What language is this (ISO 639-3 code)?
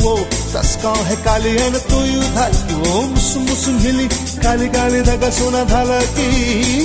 new